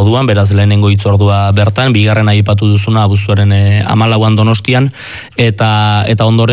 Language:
Basque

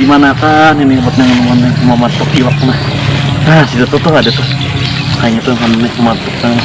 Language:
Banjar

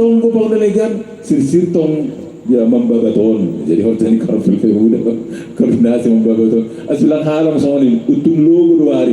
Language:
Batak Simalungun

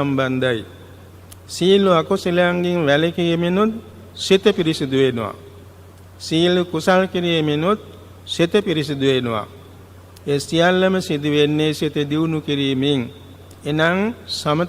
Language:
Sinhala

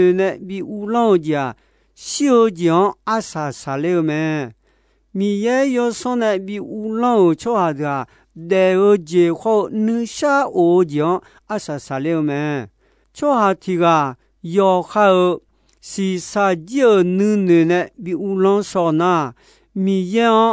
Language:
Akha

